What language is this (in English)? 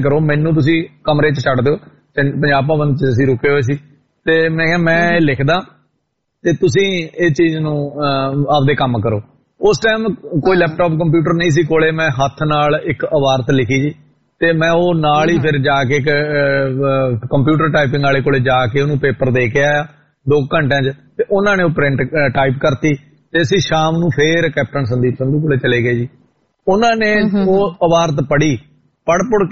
Punjabi